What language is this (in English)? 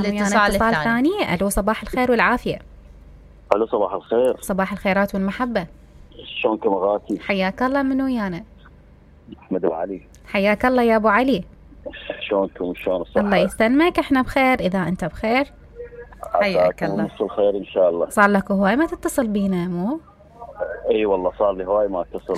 Mesopotamian Arabic